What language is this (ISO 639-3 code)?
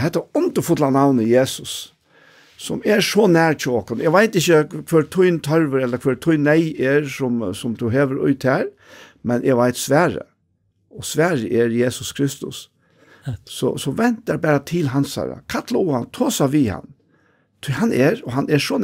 fao